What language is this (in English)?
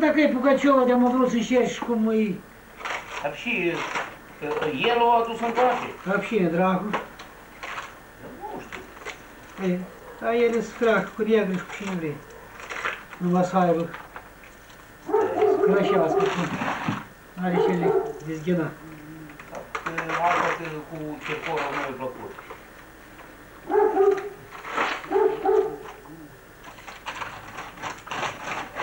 Romanian